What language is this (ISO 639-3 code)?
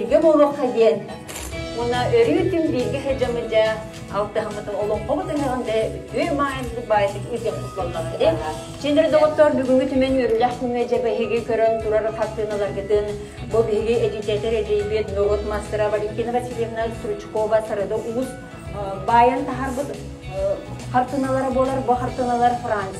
sah